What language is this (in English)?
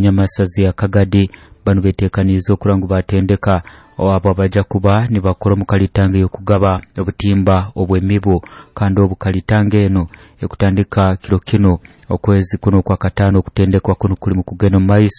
Nyoro